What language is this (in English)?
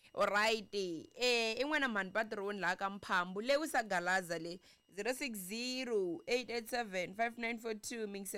Tsonga